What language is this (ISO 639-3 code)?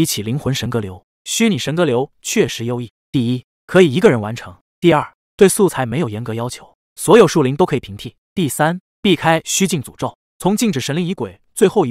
zho